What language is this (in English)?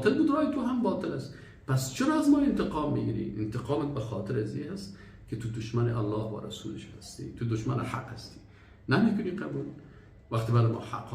Persian